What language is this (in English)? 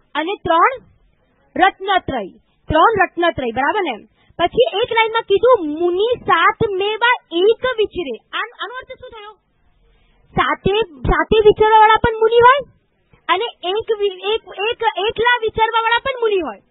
Gujarati